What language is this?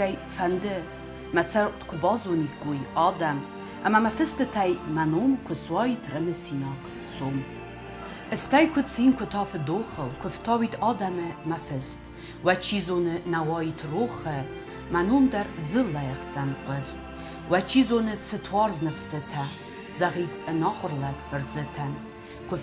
Ossetic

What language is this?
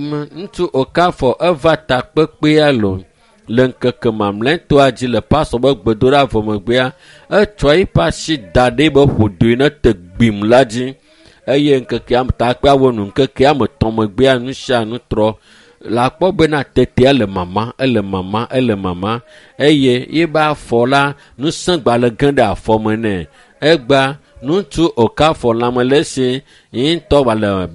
Ewe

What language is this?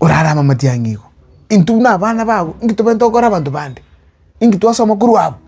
Gusii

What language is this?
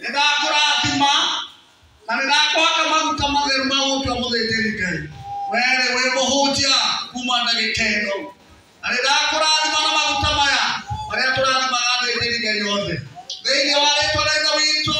Kikuyu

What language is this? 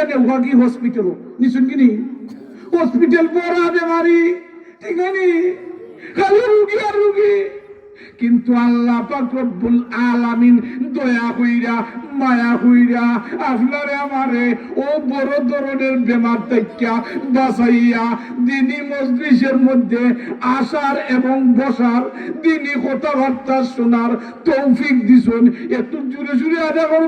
Sylheti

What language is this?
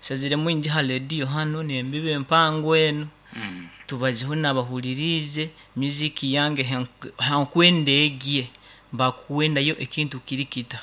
Nyankole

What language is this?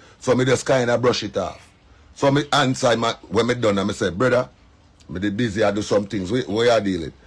Jamaican Creole English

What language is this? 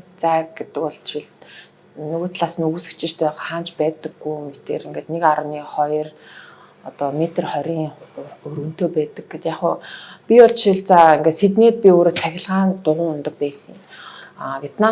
Mongolian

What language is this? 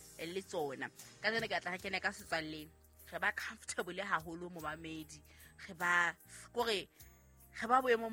Southern Sotho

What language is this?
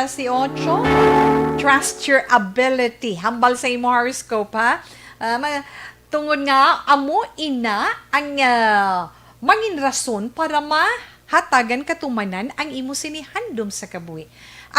Hiligaynon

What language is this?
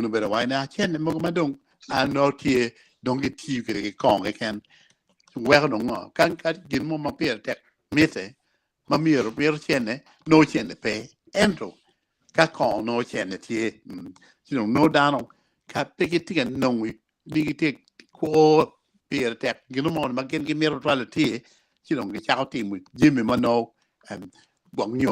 Acoli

